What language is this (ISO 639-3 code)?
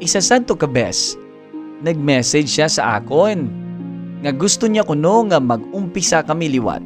hil